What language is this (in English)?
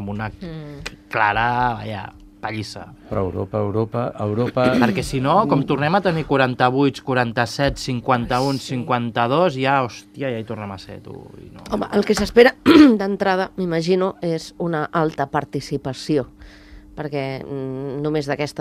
Catalan